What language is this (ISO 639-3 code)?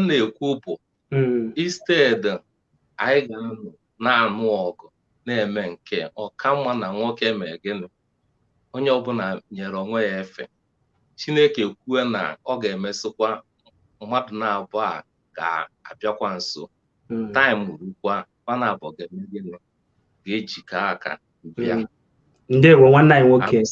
ibo